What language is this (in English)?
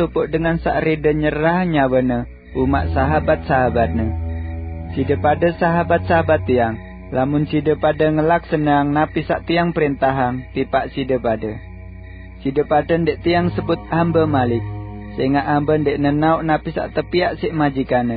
Sasak